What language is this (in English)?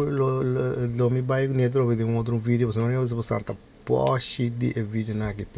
Papiamento